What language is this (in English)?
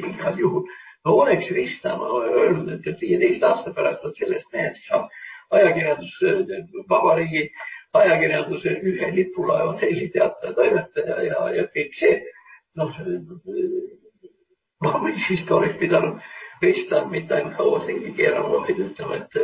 Estonian